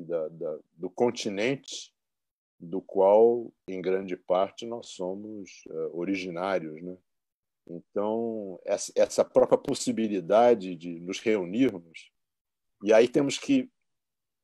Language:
Portuguese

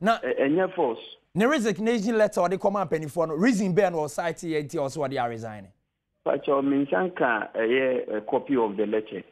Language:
Akan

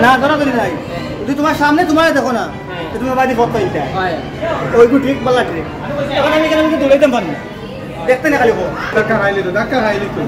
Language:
Sylheti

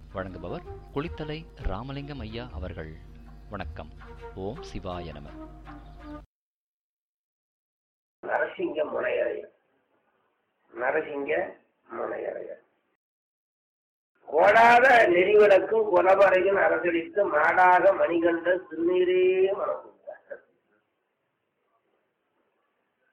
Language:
Tamil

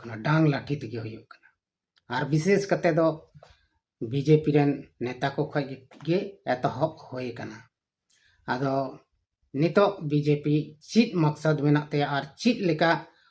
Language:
Santali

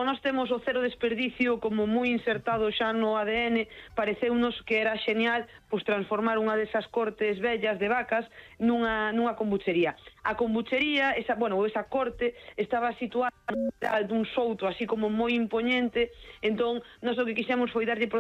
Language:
Galician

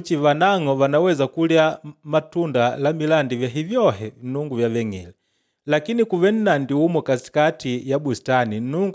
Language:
Makonde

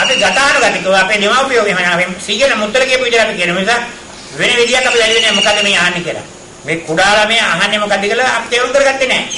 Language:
Sinhala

